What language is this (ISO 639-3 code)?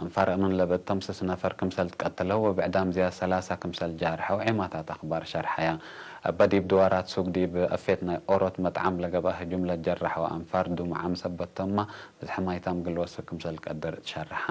tig